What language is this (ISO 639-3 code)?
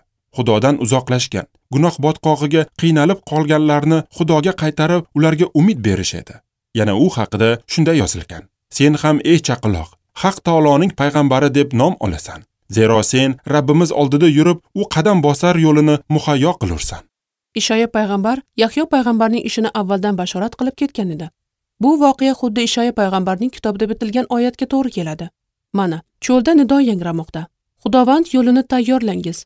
uzb